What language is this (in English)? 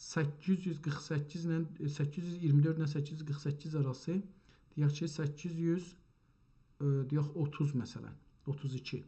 South Azerbaijani